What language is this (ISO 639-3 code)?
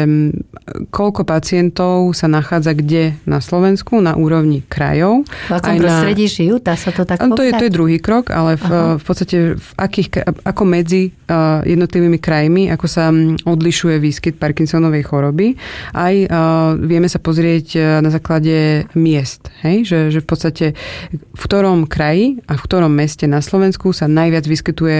slk